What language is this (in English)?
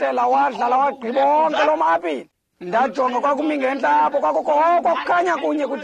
Xhosa